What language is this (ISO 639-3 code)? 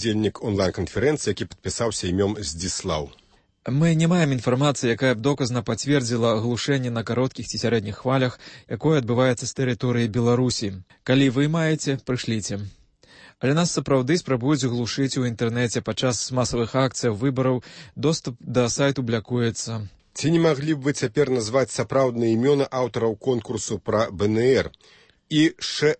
bel